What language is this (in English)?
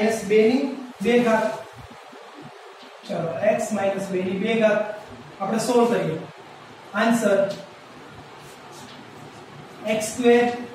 Gujarati